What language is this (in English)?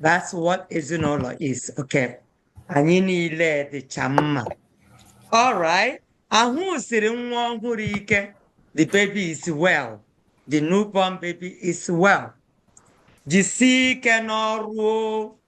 Igbo